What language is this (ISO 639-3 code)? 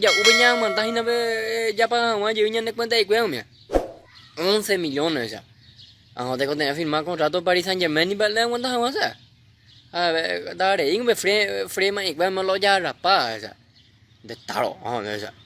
grn